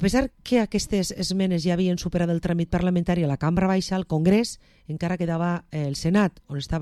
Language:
Catalan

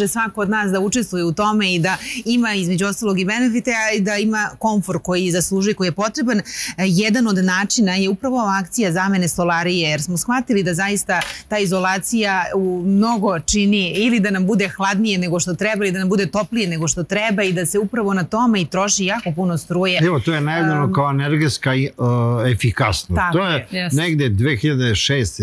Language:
Serbian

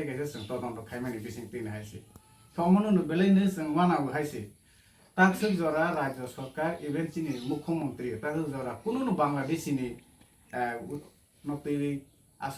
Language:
Kok Borok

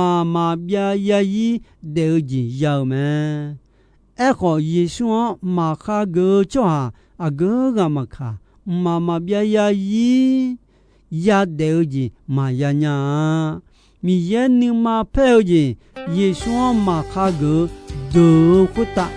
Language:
Akha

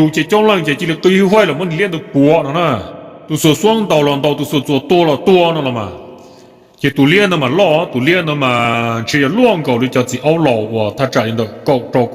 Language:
Hmong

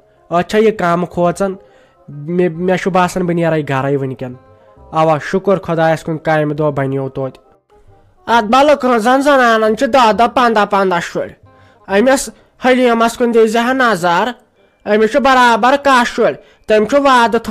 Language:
Kashmiri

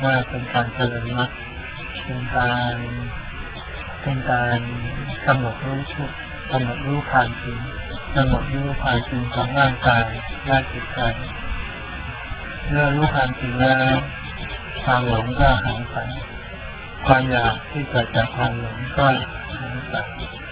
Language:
Thai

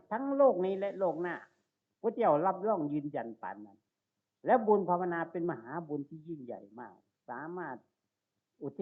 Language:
Northeastern Thai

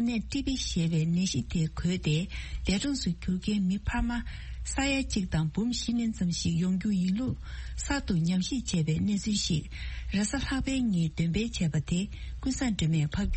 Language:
Tibetan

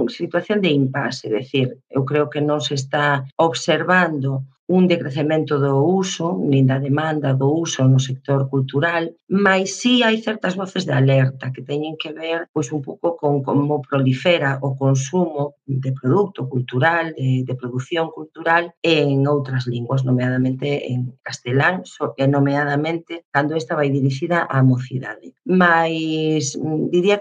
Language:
Galician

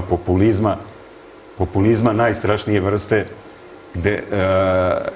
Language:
Serbian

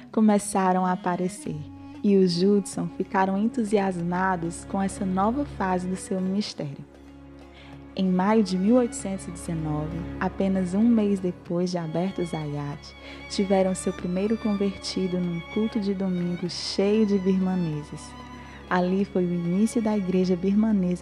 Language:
Portuguese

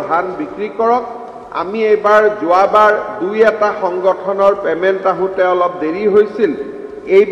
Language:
Assamese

